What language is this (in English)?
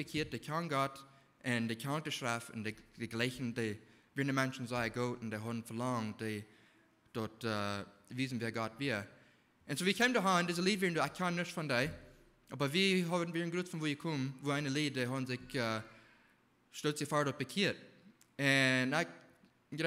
Plautdietsch